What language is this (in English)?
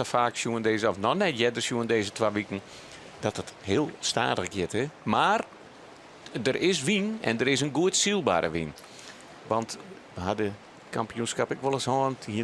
Western Frisian